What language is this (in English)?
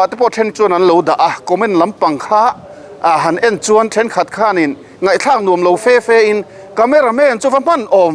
Mizo